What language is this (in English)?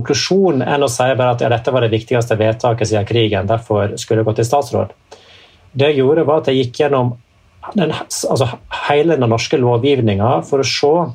Norwegian